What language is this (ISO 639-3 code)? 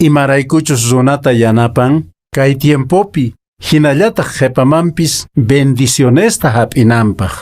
que